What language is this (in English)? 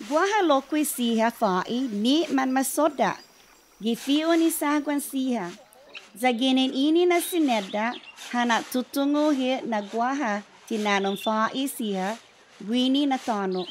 Chamorro